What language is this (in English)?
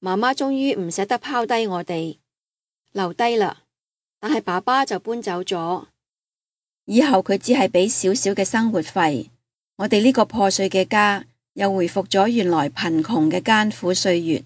Cantonese